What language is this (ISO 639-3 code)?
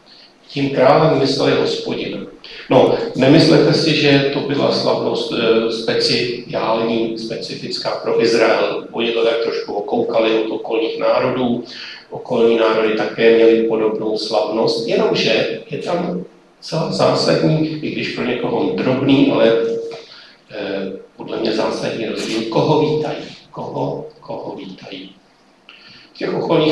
ces